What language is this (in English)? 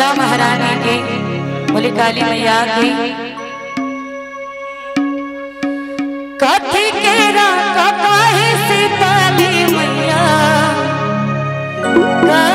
Bhojpuri